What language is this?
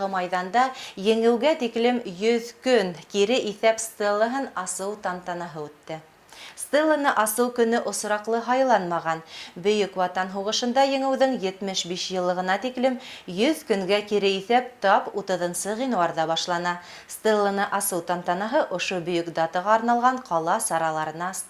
Bashkir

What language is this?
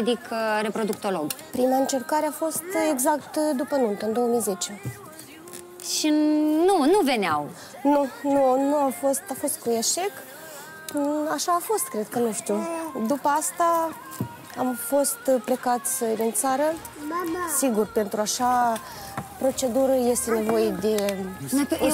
Romanian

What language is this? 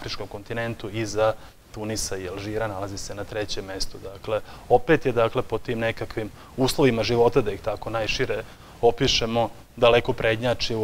Serbian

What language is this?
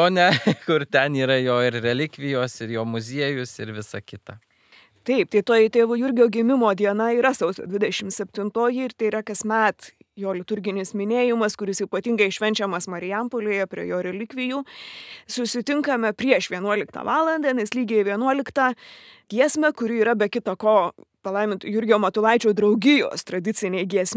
Lithuanian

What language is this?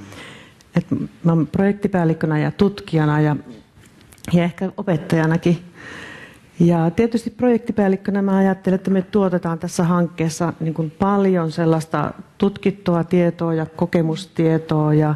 Finnish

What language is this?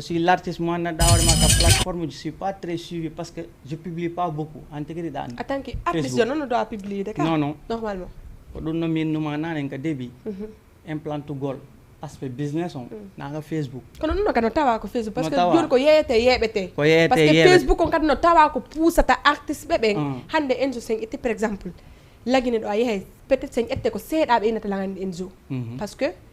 Fula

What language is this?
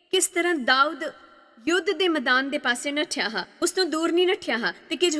Dogri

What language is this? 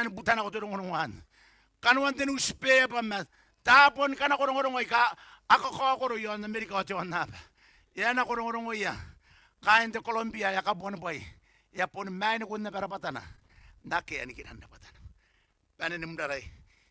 Gilbertese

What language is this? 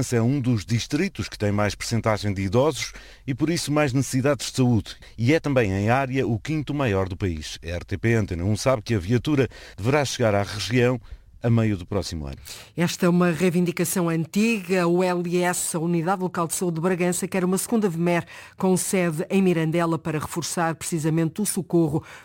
Portuguese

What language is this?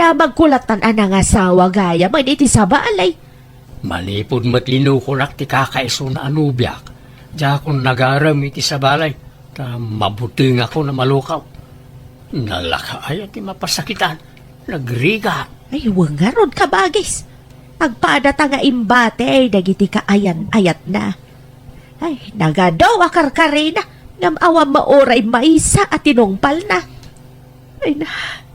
Iloko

